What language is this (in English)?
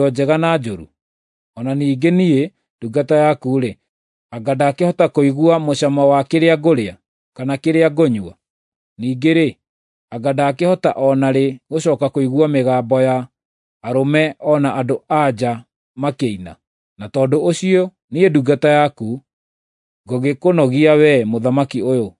Kikuyu